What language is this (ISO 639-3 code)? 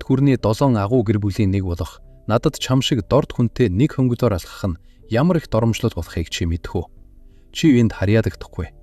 mon